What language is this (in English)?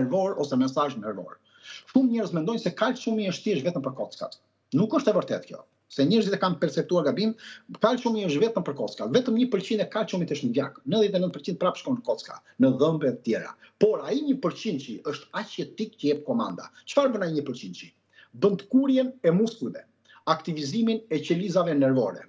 Albanian